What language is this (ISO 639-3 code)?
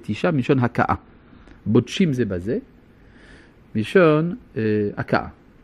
heb